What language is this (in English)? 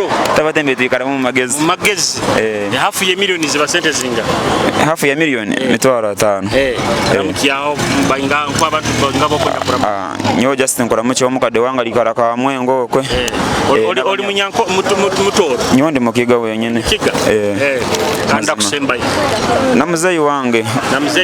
Nyoro